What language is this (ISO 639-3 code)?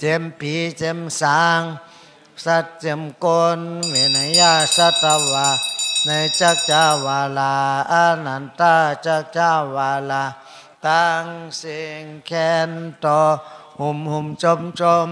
shn